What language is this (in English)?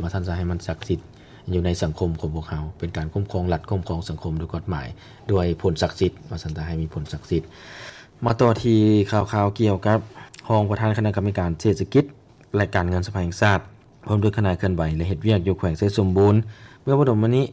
Lao